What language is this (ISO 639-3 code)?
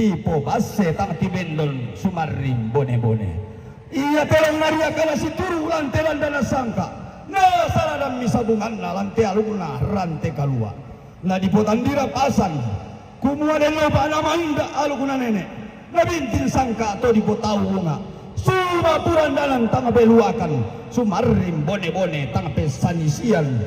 sda